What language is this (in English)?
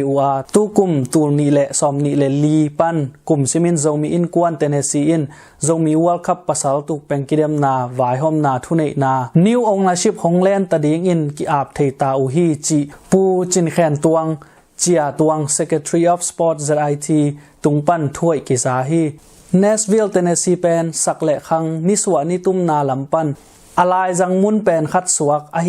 Tedim Chin